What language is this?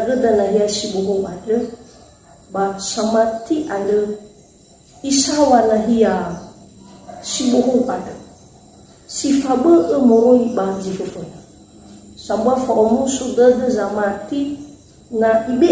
Nias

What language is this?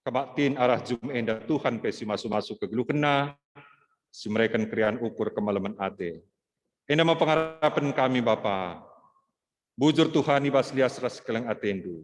Batak Karo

